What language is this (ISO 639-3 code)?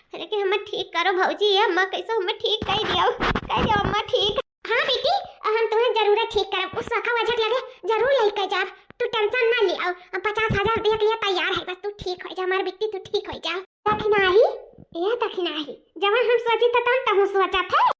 awa